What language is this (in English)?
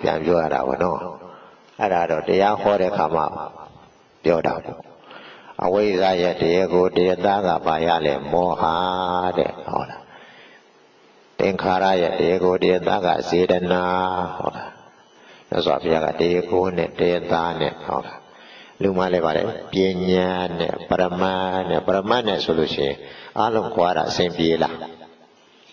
Burmese